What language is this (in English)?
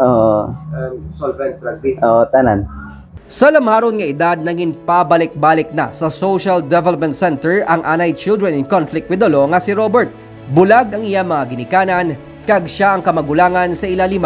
Hiligaynon